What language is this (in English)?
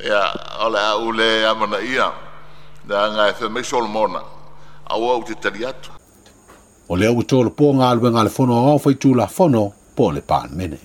Samoan